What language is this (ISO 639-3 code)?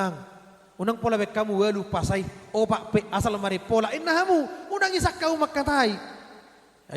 bbc